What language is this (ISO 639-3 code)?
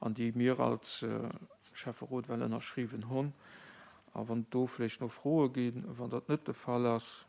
ltz